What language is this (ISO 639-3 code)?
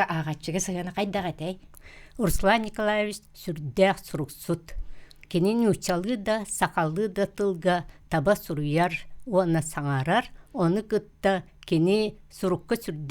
sah